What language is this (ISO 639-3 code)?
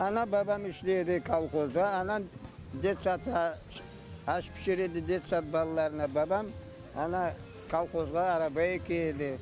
crh